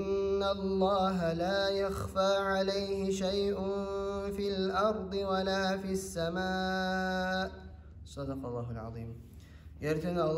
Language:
Kumyk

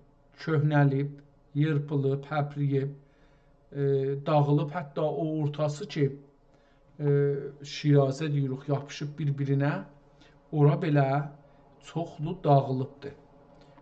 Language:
South Azerbaijani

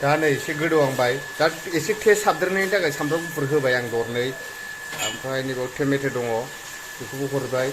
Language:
Bodo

